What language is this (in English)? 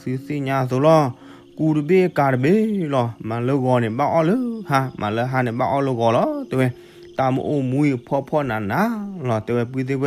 S'gaw Karen